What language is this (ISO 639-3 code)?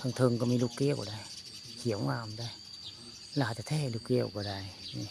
tts